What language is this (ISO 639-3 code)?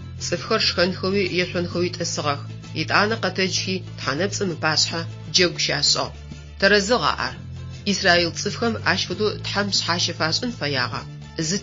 ady